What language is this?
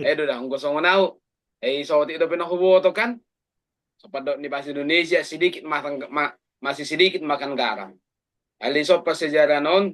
Batak Toba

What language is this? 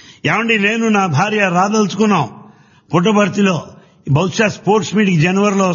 Telugu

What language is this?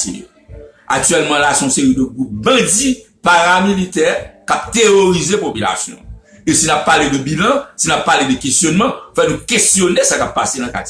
Haitian Creole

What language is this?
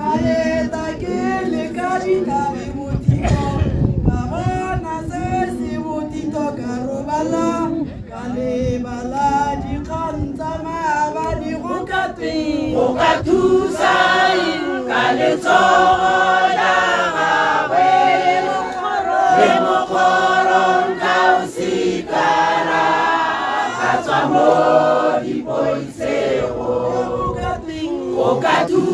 Tswana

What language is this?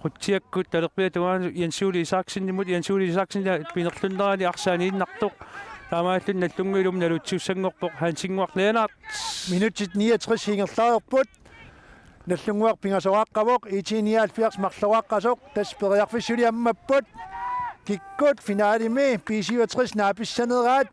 Kalaallisut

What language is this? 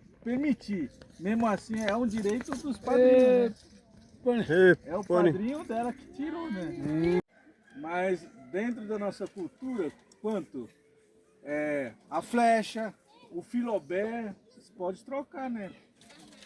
Xavánte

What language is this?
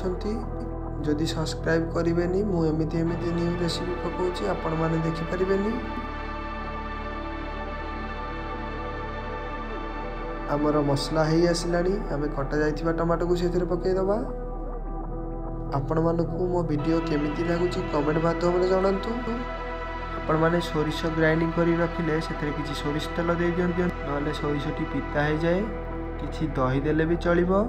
Odia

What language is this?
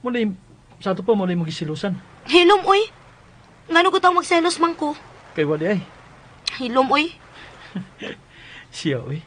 Cebuano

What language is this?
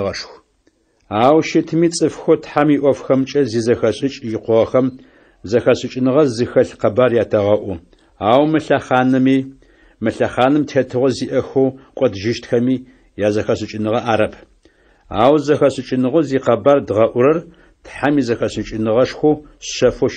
Adyghe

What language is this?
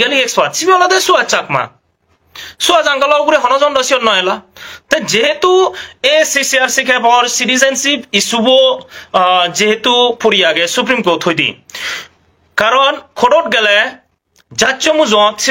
Chakma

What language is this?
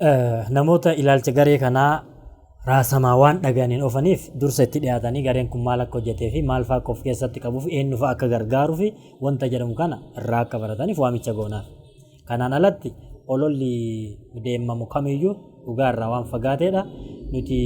Oromo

